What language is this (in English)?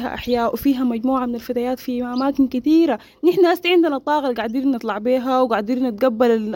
Sudanese Arabic